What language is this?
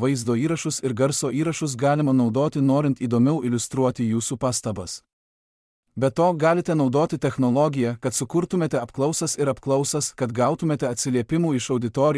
Lithuanian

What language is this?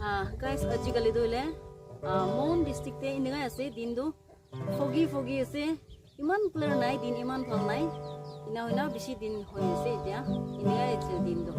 Naga Pidgin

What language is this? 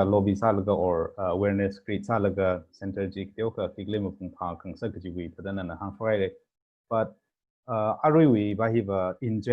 Tangkhul Naga (India)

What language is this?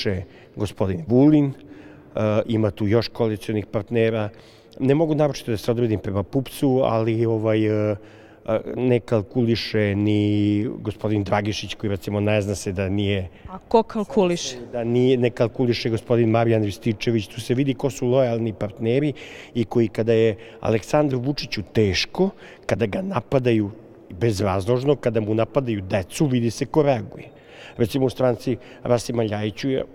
Serbian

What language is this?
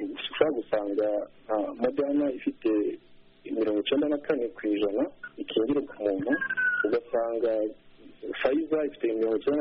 Kinyarwanda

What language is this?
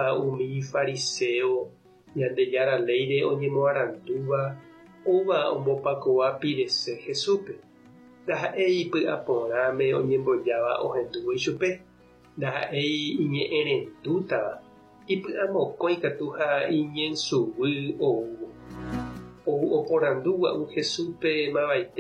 Guarani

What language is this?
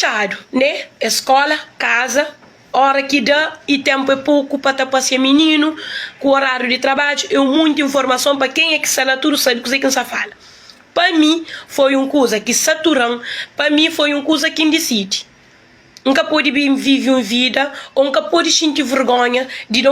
Kabuverdianu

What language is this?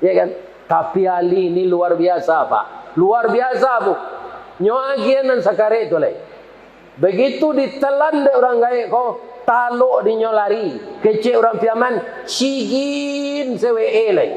Minangkabau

